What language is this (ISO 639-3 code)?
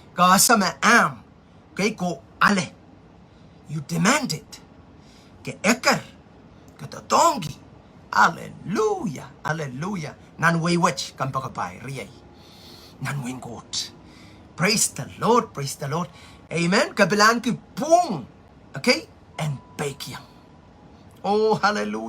pon